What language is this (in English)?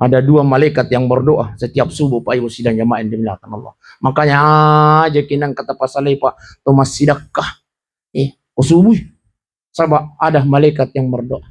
Buginese